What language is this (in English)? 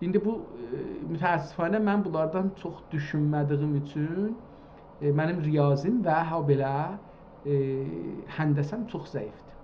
South Azerbaijani